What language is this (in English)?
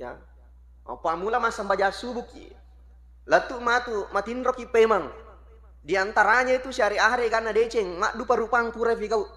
Buginese